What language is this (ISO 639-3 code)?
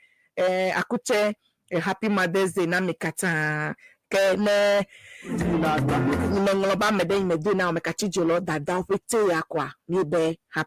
ewe